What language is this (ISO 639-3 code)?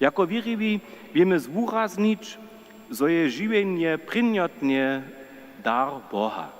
hsb